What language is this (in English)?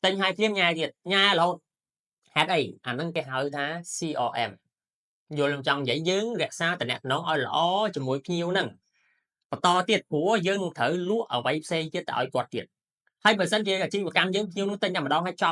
Khmer